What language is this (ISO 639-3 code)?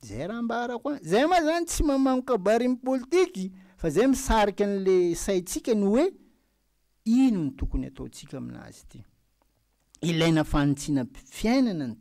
mlg